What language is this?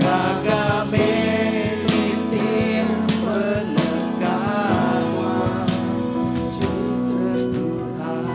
Iban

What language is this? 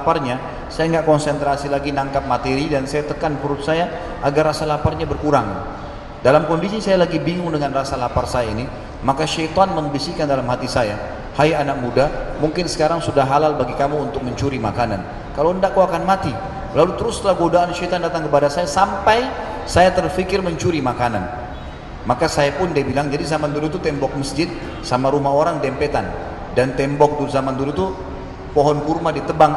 Indonesian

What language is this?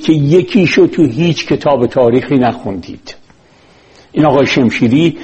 Persian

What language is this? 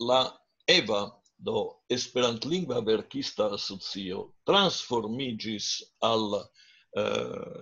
Esperanto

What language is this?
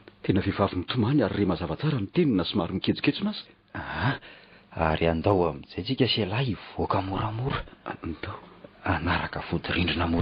Malagasy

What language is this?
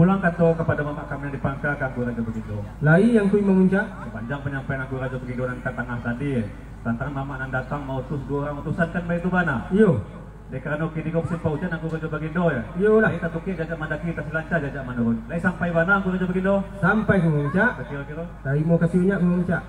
Minangkabau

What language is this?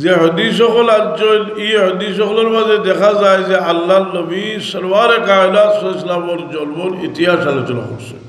Sylheti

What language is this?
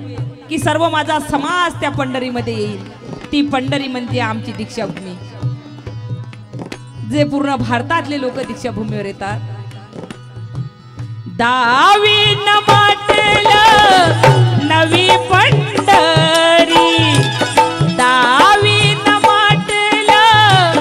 Marathi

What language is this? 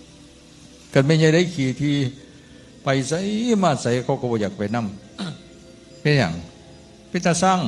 Northeastern Thai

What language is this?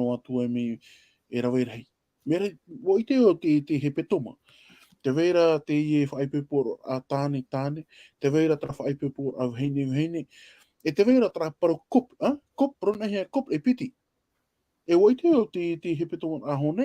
Tahitian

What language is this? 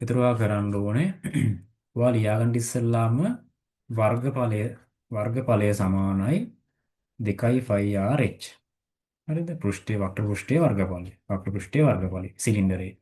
Sinhala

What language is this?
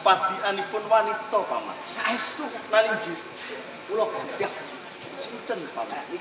Javanese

